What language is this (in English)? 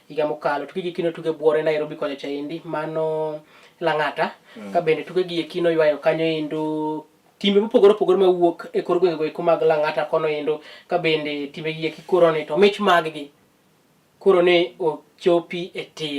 Luo (Kenya and Tanzania)